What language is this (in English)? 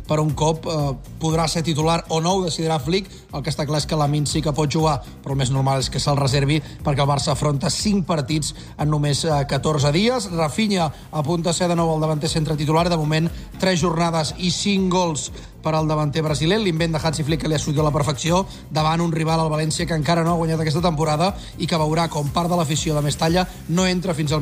Catalan